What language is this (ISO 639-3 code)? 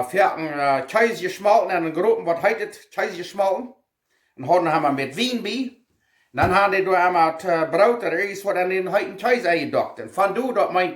pdt